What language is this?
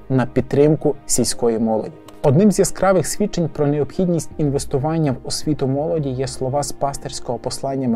Ukrainian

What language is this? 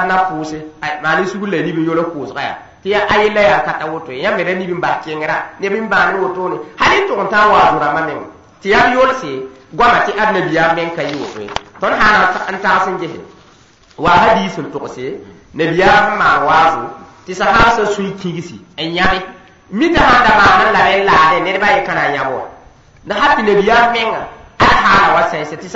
Mossi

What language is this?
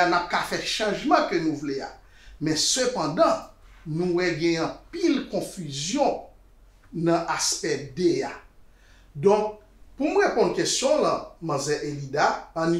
Haitian Creole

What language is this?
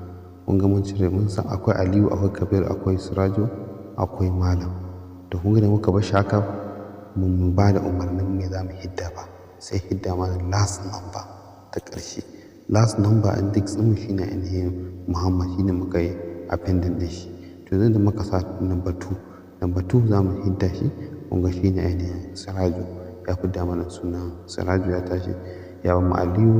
Hausa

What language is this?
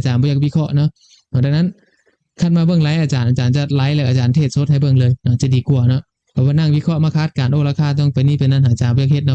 Lao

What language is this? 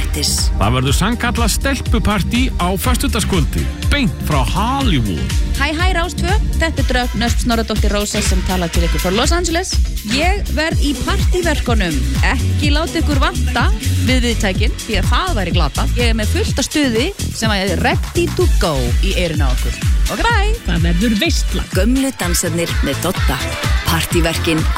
Icelandic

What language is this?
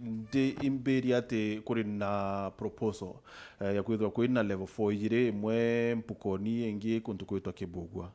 Meru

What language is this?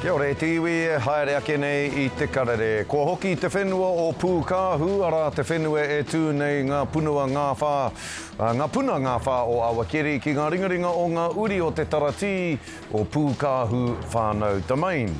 Māori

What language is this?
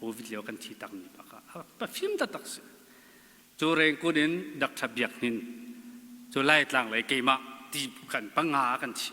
Hakha Chin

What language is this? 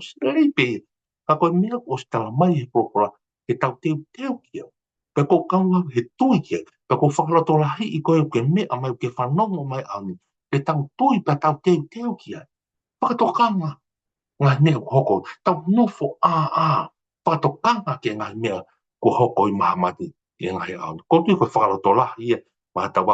Tongan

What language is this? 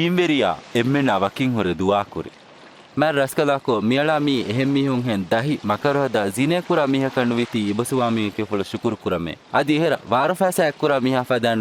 Divehi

